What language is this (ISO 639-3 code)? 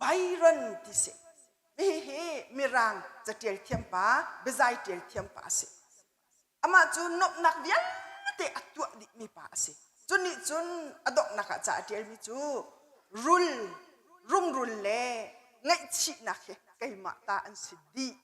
cnh